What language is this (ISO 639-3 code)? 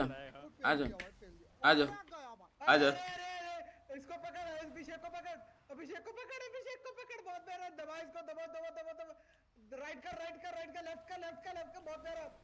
hin